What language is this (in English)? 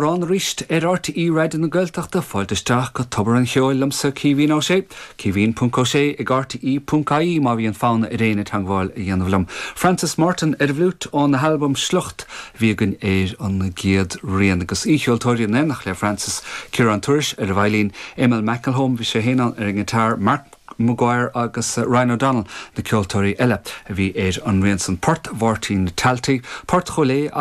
Irish